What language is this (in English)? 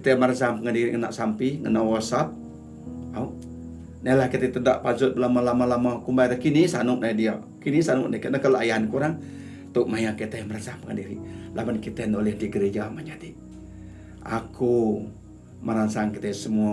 Iban